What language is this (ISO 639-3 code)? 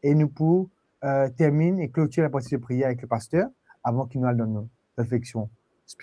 mfe